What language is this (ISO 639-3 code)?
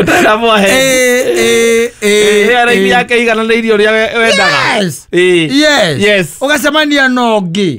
kik